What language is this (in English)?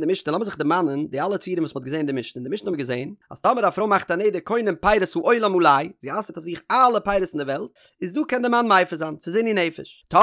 Yiddish